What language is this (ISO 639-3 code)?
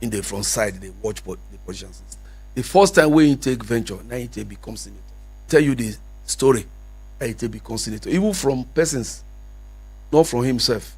pcm